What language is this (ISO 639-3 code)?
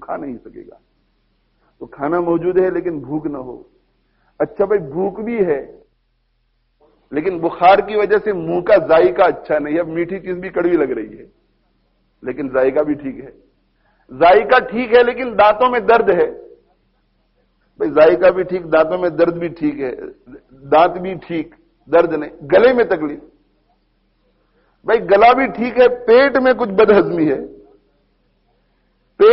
urd